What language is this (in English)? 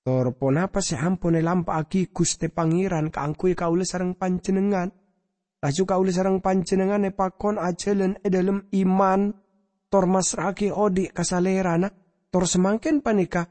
Madurese